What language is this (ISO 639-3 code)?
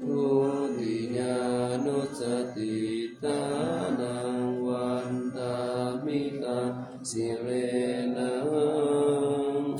pli